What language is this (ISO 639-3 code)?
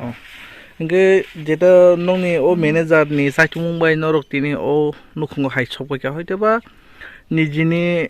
trp